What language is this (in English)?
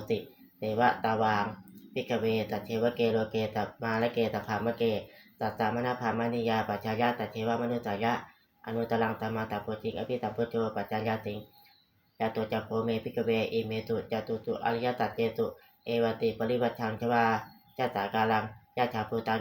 Pali